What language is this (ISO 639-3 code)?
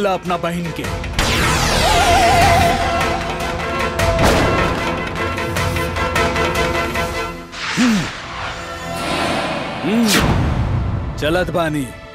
bho